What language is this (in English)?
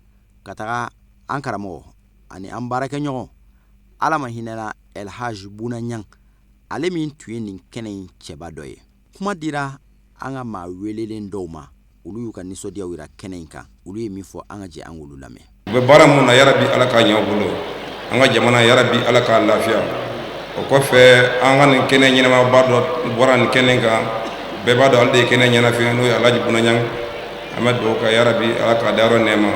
Bambara